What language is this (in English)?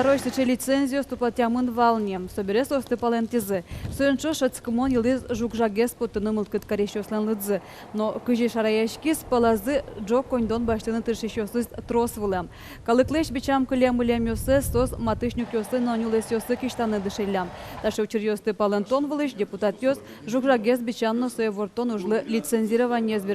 Udmurt